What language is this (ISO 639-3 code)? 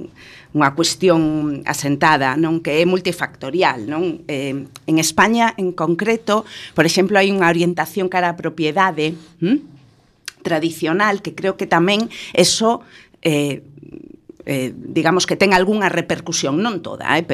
glg